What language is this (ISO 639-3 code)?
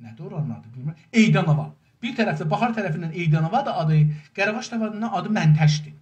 azb